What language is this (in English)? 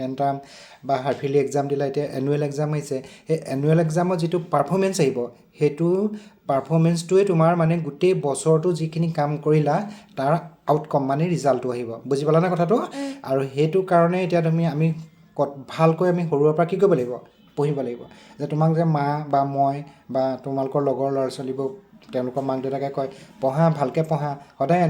Assamese